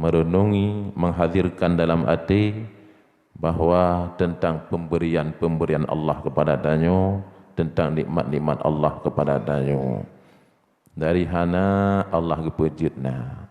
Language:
Achinese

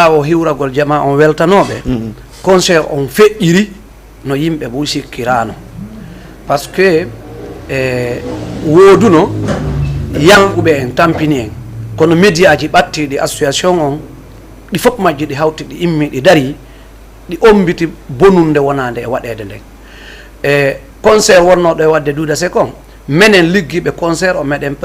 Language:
Fula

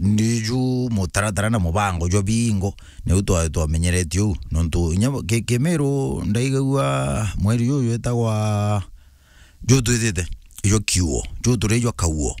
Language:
Meru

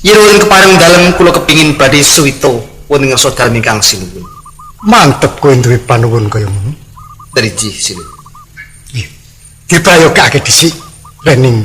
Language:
Javanese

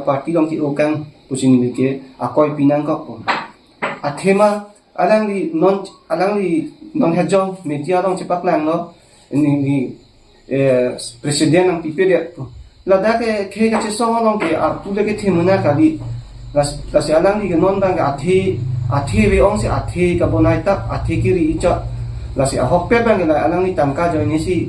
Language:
Karbi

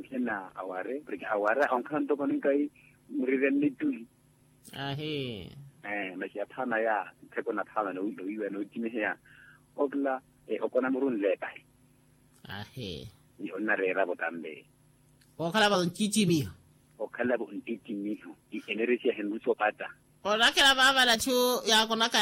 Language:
Makhuwa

